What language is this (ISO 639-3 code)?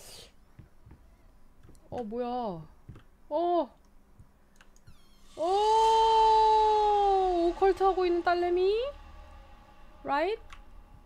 kor